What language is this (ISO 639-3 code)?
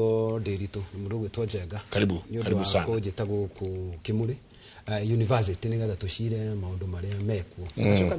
kik